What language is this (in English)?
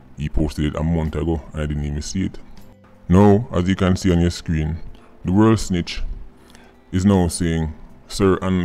Jamaican Creole English